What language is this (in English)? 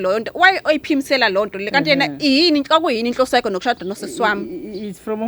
Zulu